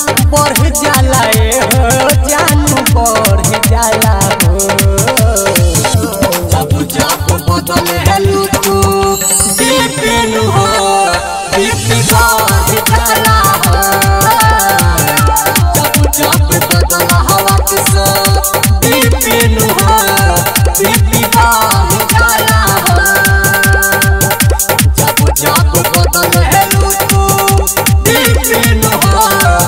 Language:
Bhojpuri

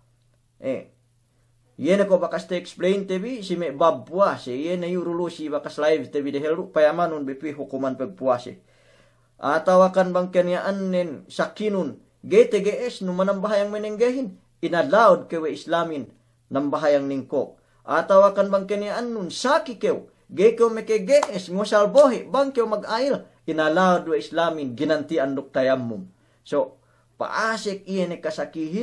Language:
Yakan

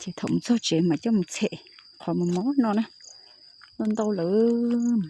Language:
Hmong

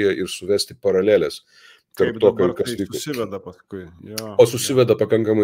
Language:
Lithuanian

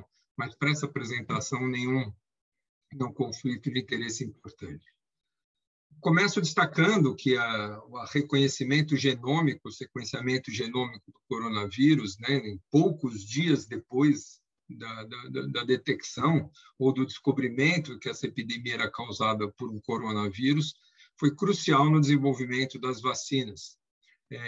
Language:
Portuguese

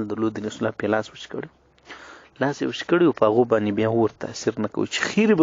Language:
Pashto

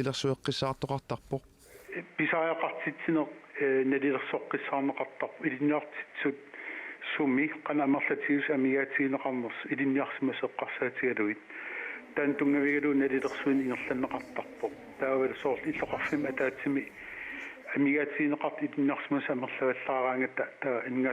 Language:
Kalaallisut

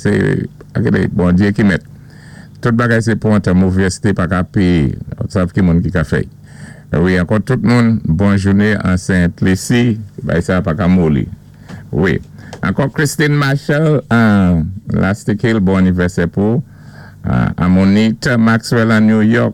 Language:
Saint Lucian Creole French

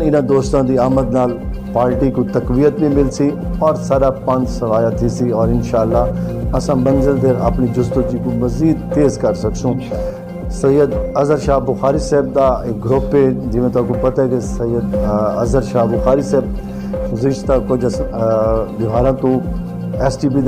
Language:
Saraiki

